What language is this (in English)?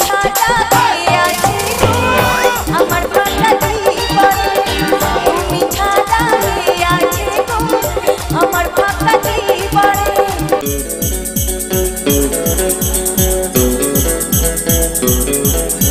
Bangla